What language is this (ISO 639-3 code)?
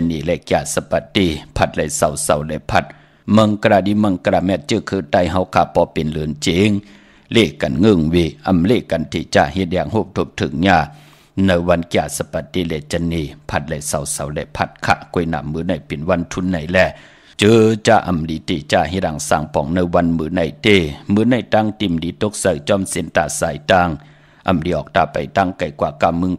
shn